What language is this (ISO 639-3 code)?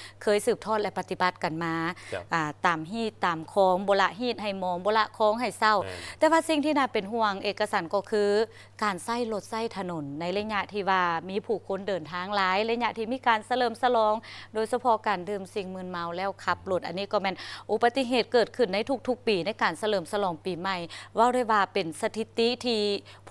lao